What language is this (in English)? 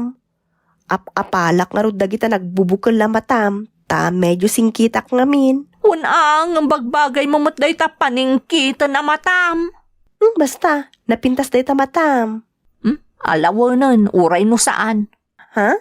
Iloko